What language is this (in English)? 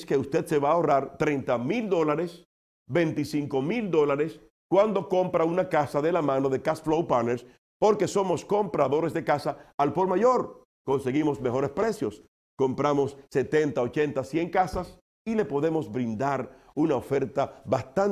Spanish